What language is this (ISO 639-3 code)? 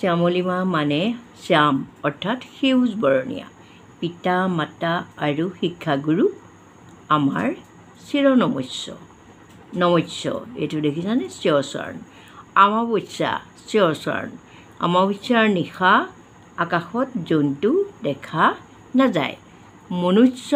asm